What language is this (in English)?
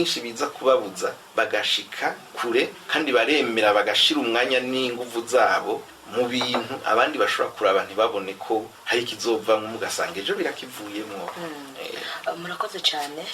Rundi